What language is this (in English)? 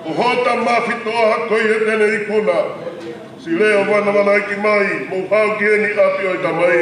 Tongan